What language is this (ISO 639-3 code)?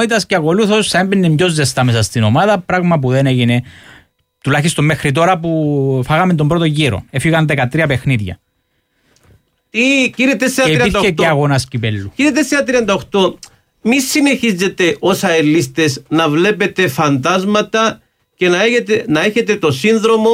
ell